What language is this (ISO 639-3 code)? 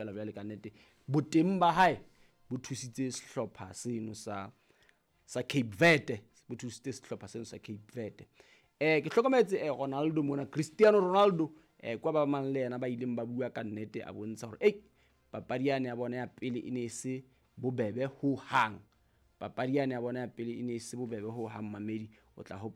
sot